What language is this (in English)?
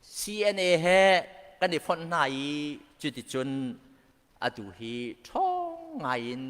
Hakha Chin